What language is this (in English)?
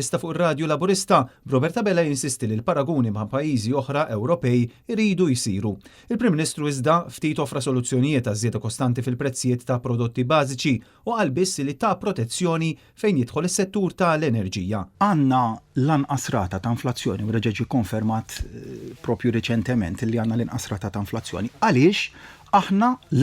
Maltese